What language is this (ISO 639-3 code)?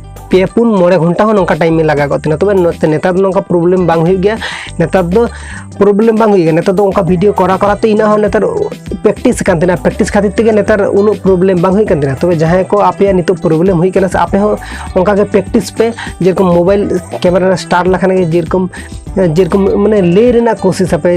sat